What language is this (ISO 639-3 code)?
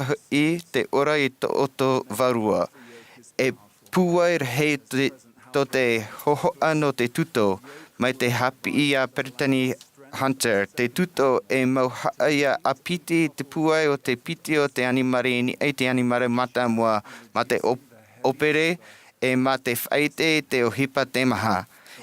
tah